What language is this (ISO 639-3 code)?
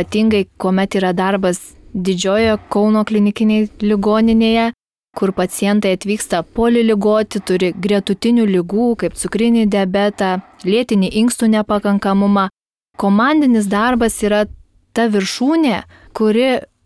lit